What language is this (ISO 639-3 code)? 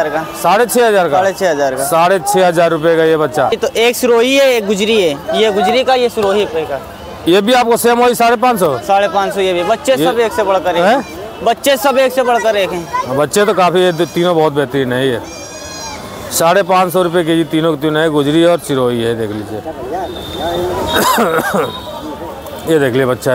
hin